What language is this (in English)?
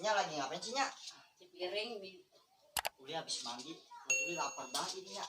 Betawi